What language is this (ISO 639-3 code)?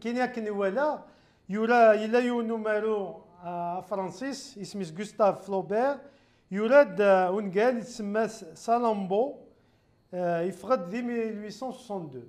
kab